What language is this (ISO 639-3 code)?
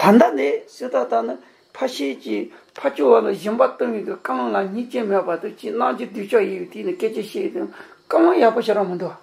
bod